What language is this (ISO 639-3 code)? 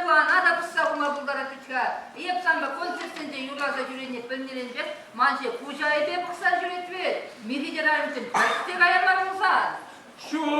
chv